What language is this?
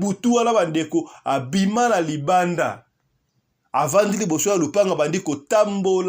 Lingala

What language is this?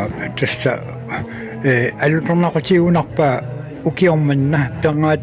Kalaallisut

